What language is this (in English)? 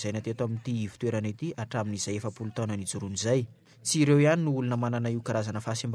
Malagasy